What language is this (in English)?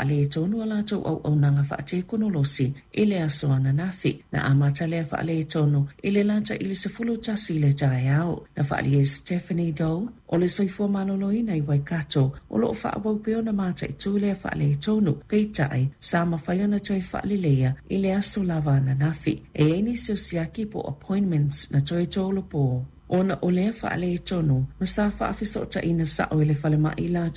Samoan